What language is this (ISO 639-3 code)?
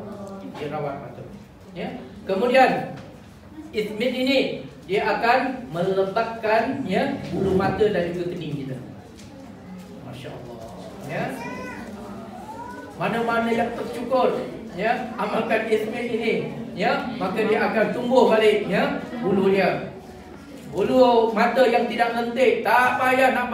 msa